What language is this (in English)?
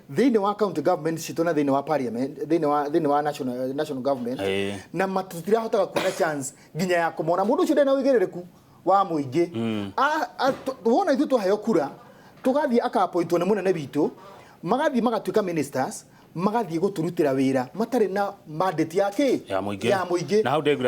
Kikuyu